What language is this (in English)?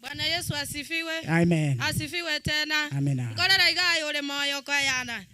Gusii